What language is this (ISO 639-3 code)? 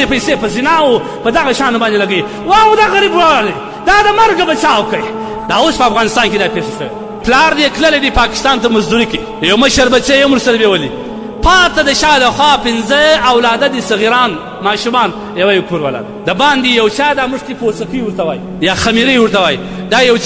pus